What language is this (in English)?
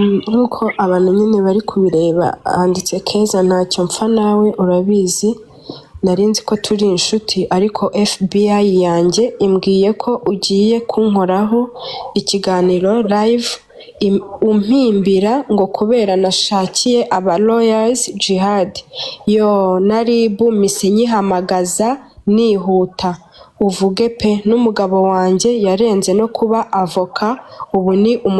Kinyarwanda